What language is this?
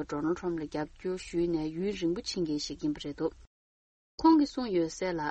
Tibetan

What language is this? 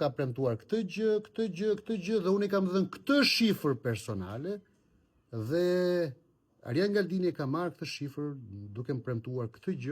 Albanian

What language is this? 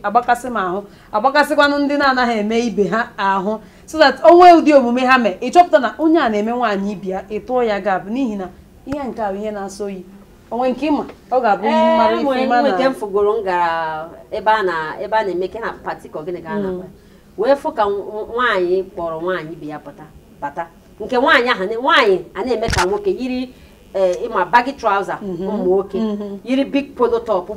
Igbo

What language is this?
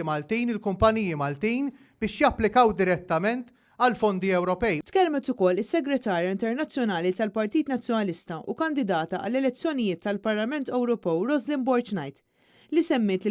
Maltese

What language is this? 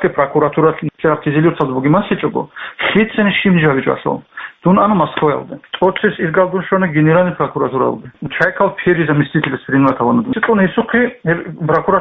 Avaric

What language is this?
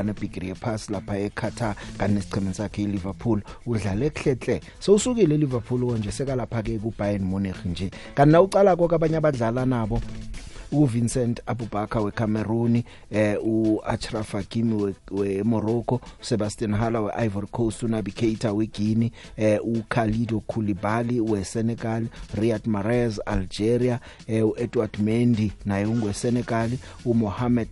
South Ndebele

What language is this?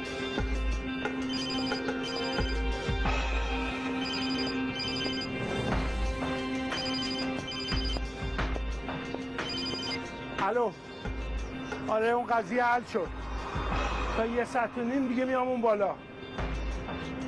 Persian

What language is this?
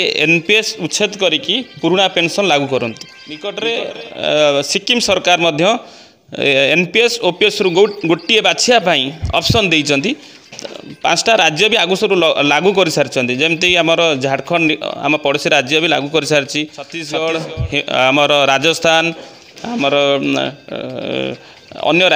Odia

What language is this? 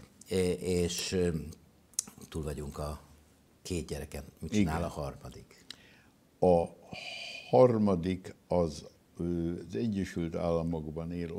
Hungarian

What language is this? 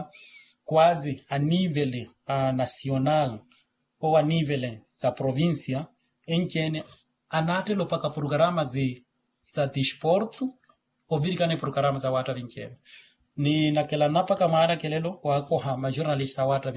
Makhuwa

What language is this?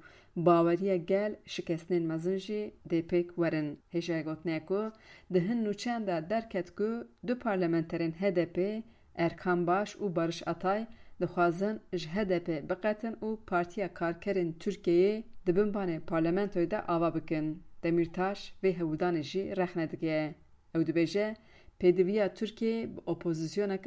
Kurdish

